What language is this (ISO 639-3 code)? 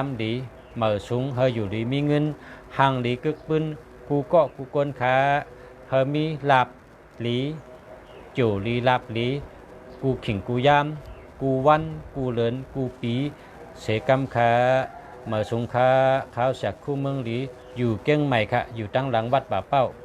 shn